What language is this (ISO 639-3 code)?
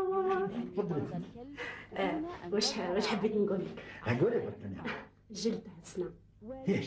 arq